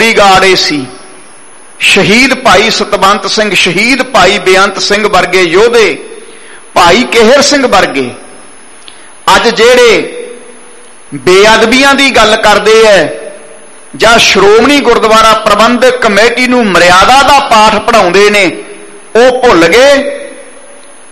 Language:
Punjabi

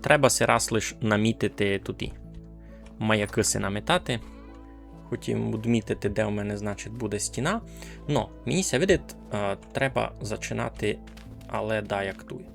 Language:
Rusyn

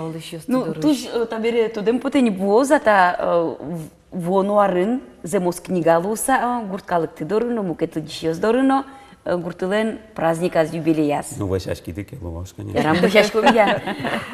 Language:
Udmurt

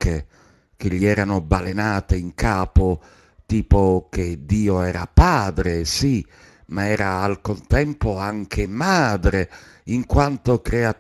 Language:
Italian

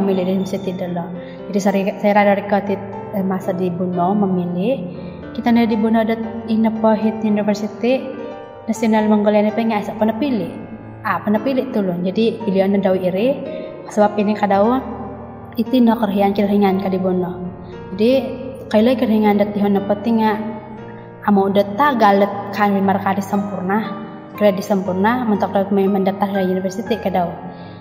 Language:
Central Dusun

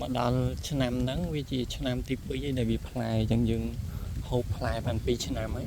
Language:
Khmer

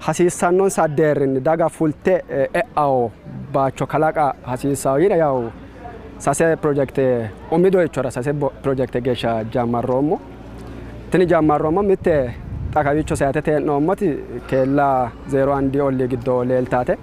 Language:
Sidamo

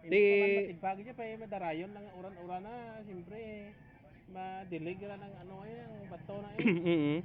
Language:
Hiligaynon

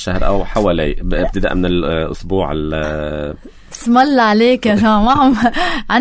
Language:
North Levantine Arabic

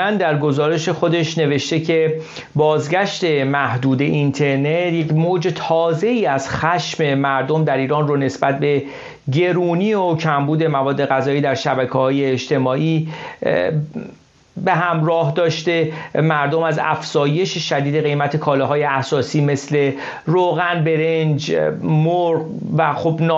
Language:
Persian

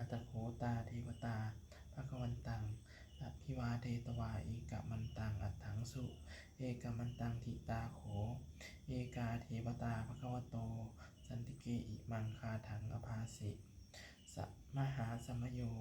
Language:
Pali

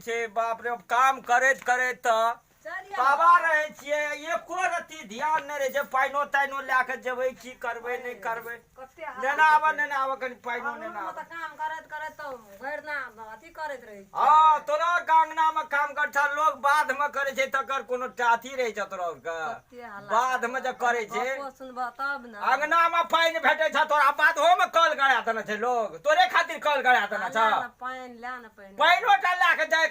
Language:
Maithili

